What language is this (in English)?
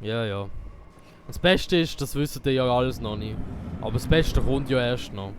Swiss German